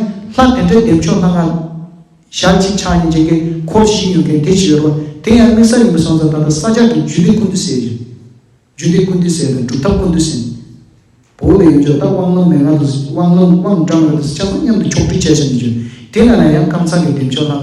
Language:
Tibetan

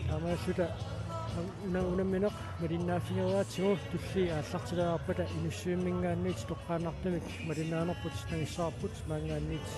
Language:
Kalaallisut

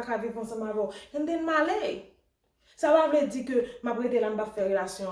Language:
Haitian Creole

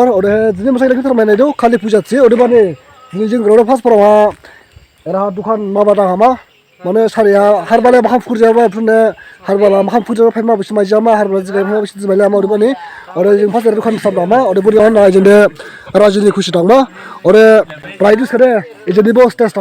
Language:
Dimasa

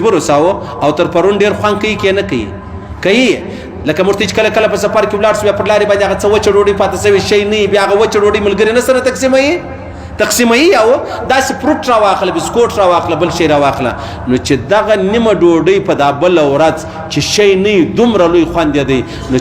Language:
Pashto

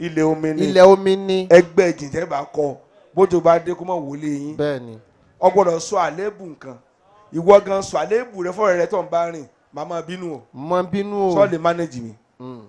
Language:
Yoruba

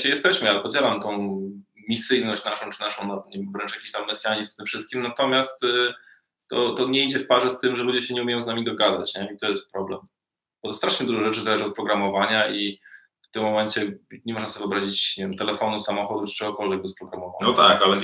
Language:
Polish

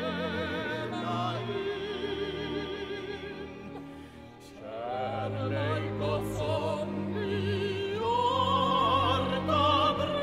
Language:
Norwegian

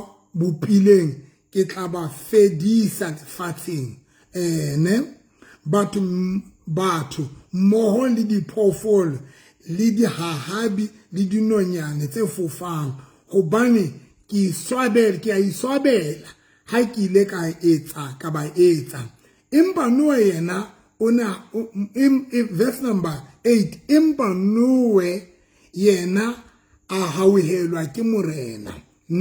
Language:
Southern Sotho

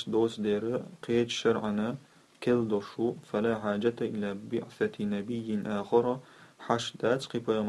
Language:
Chechen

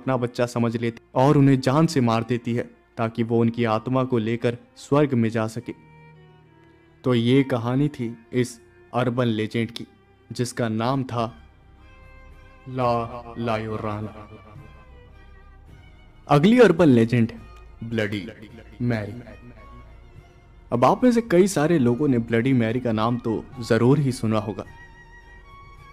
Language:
Hindi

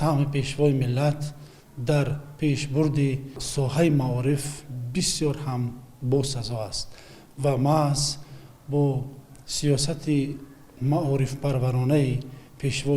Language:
Tajik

